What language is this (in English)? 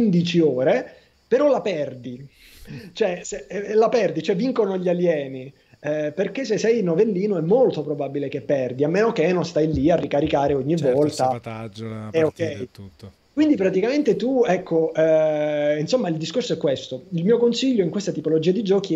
Italian